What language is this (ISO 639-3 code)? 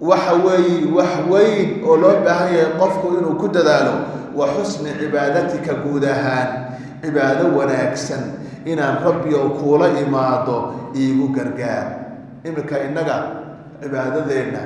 som